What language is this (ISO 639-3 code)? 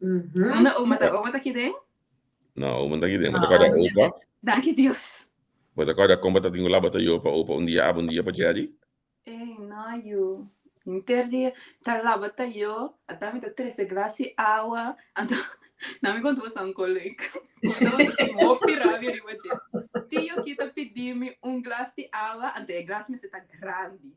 pap